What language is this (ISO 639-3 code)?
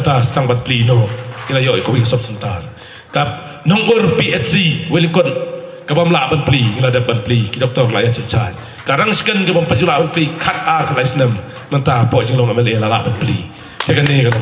kha